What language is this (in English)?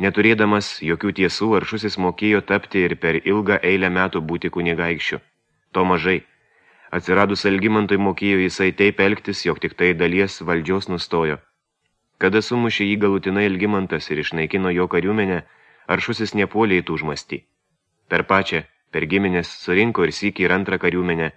Lithuanian